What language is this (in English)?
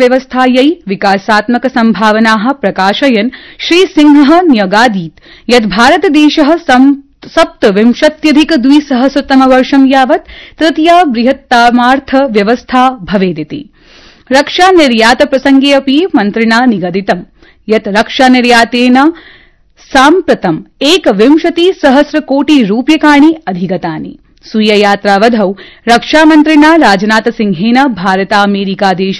Sanskrit